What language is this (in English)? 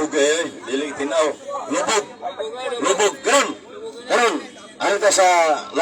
Cebuano